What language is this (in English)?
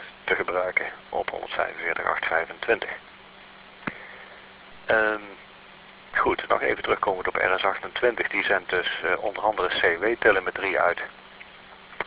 Dutch